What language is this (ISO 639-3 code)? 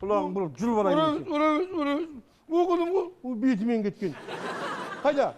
kaz